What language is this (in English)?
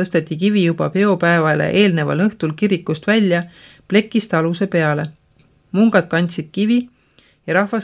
Estonian